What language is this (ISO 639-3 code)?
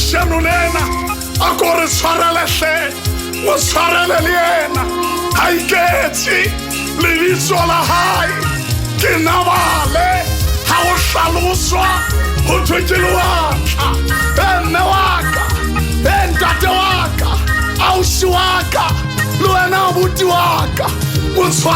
sot